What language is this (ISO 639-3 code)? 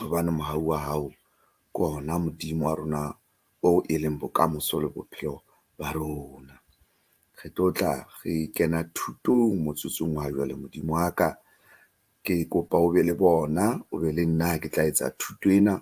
sot